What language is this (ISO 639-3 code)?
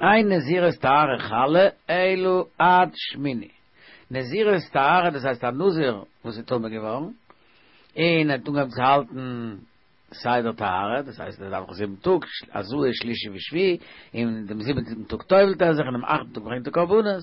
yid